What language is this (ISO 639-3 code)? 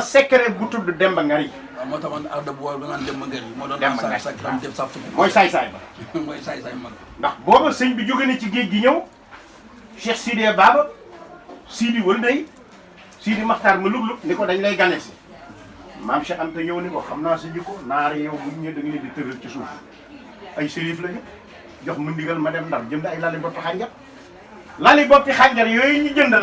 wol